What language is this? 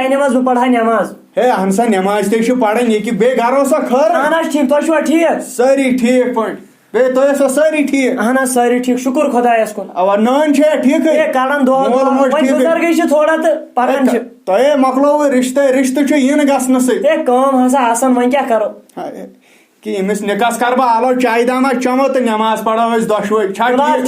Kashmiri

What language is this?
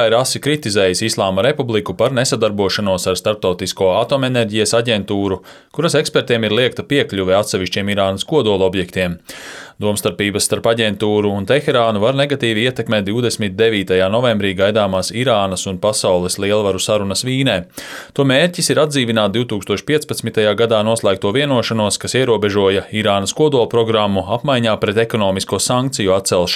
Latvian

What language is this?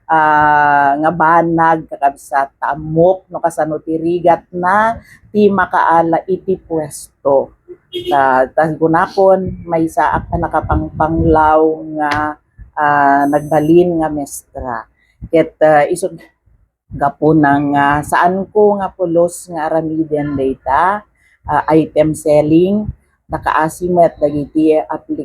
Iloko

